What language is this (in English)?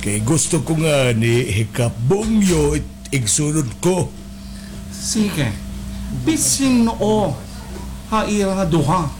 Waray